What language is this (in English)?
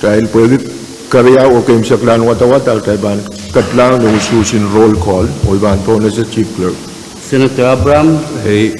Pohnpeian